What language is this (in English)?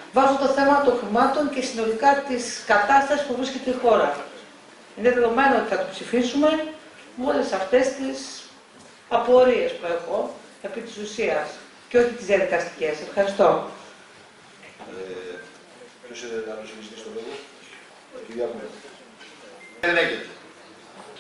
Greek